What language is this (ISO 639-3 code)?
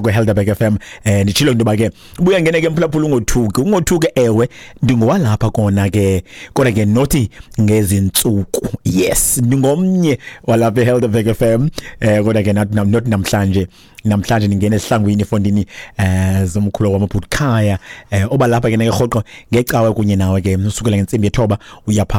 xho